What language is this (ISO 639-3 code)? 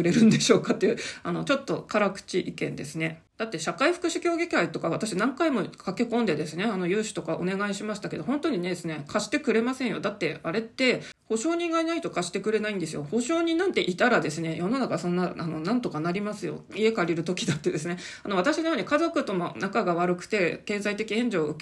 jpn